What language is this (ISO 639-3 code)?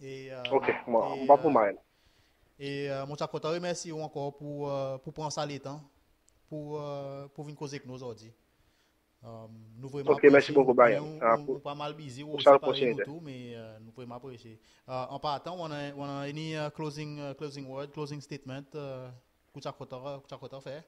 crs